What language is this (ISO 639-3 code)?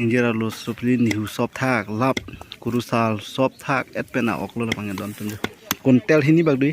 mjw